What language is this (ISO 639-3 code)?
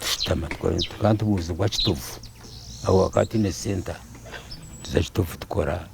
nyn